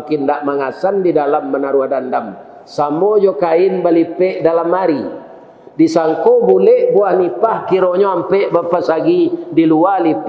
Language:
Minangkabau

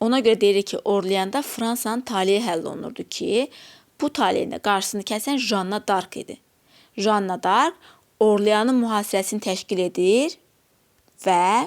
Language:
Azerbaijani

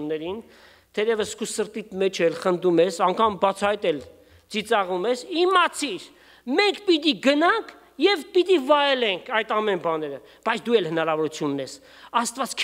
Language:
Armenian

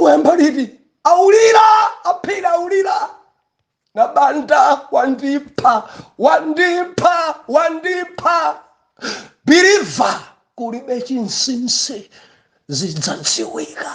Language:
Nyanja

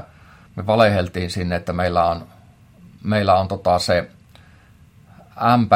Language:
Finnish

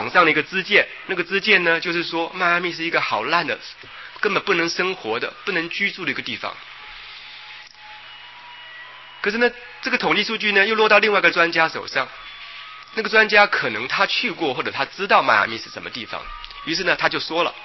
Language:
Chinese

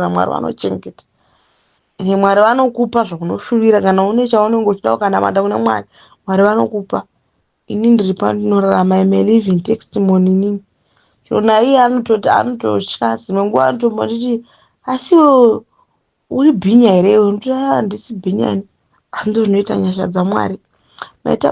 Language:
Shona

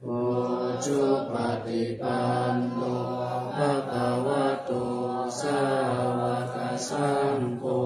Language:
Pali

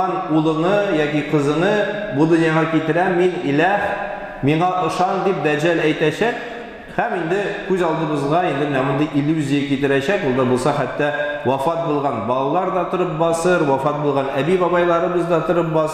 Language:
Tatar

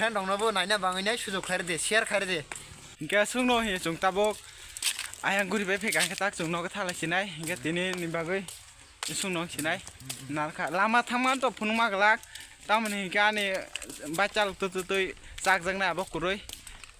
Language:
Kok Borok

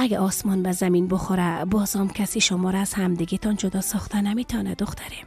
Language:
Persian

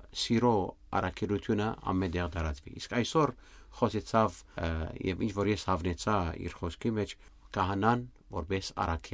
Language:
Armenian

